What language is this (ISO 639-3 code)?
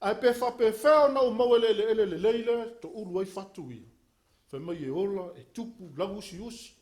smo